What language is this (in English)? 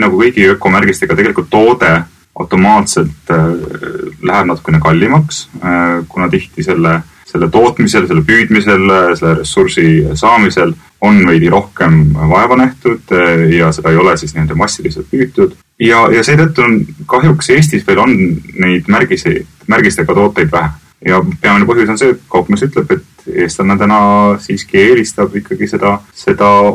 Estonian